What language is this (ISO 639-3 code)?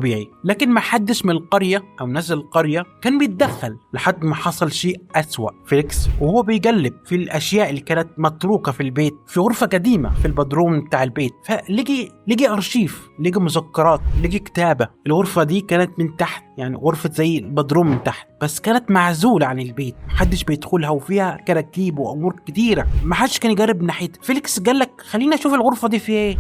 arz